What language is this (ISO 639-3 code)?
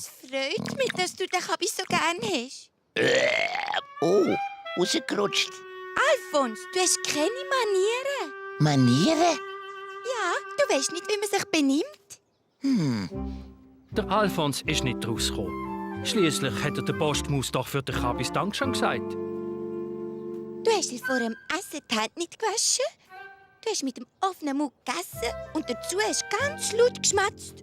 gsw